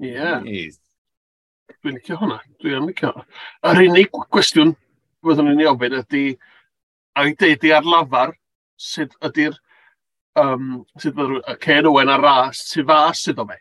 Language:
Welsh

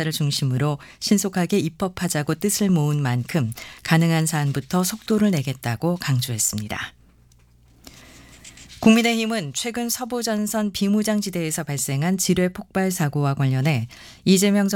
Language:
Korean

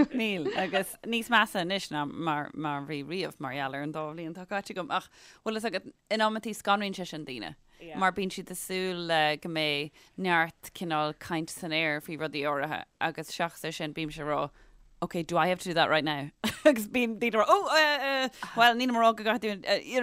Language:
Irish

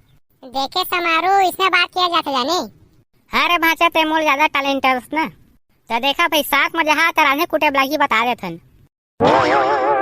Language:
Chhattisgarhi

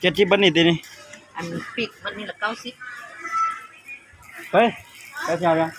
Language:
Lao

